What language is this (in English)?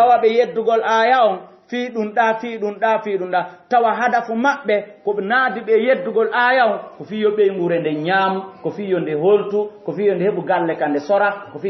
Fula